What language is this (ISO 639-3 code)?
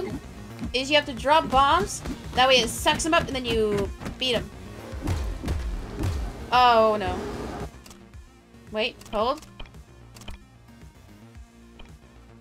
eng